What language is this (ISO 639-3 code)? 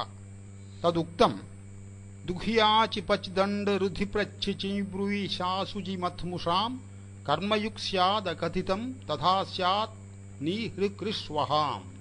san